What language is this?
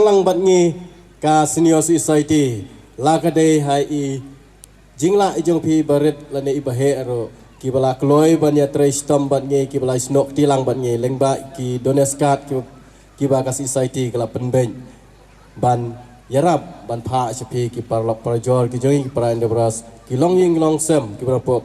Khasi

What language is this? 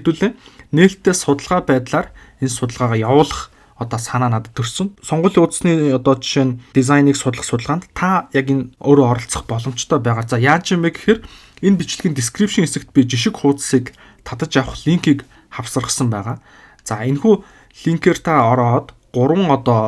Mongolian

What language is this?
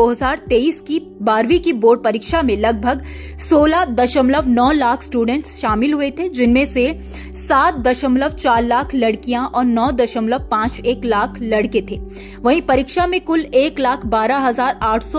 Hindi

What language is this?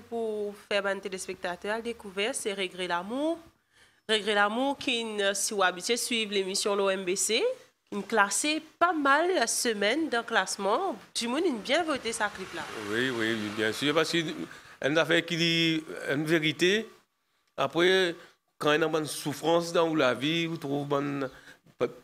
French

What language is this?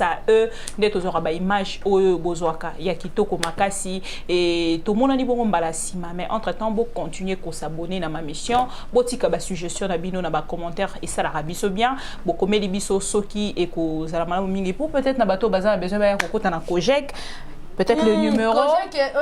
Lingala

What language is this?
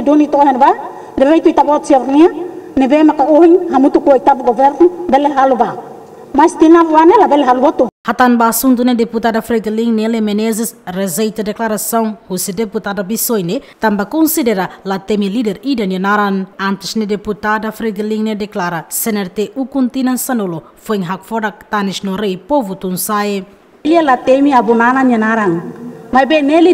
Tetum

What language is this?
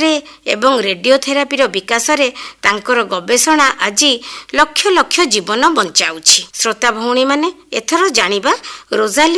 Odia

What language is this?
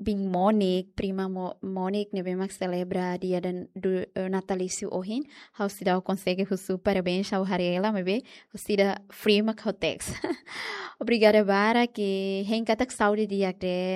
Tetum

